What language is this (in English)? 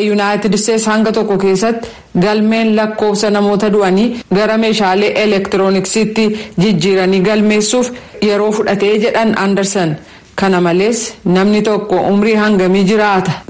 Oromo